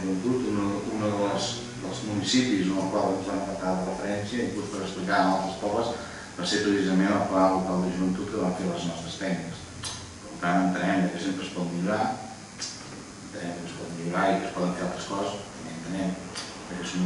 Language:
Catalan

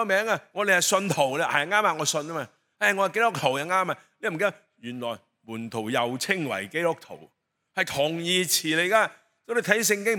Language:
Cantonese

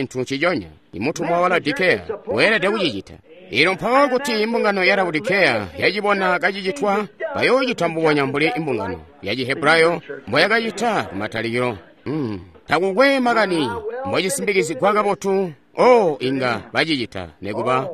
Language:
Tonga (Zambia)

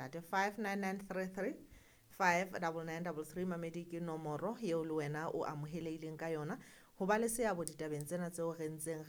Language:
Southern Sotho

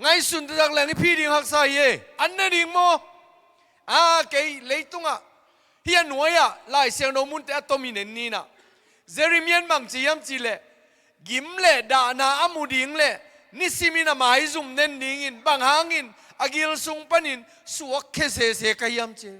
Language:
Tedim Chin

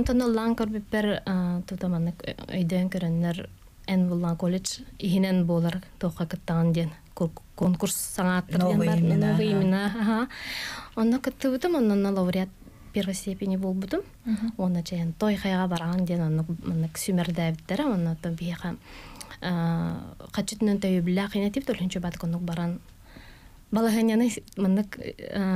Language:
Yakut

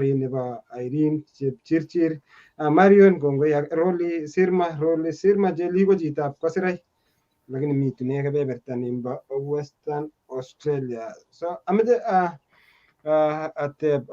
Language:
Kalenjin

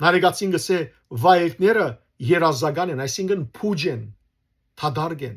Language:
Western Armenian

